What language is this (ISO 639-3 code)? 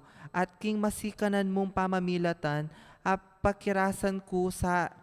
pam